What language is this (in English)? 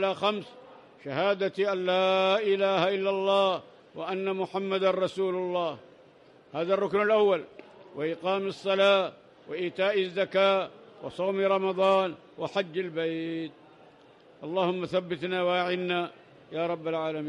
Arabic